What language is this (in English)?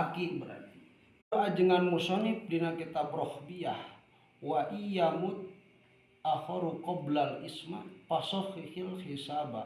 Sundanese